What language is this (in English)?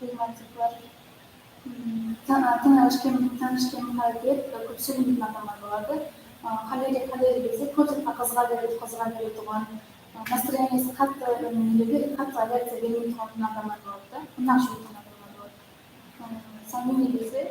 Kara-Kalpak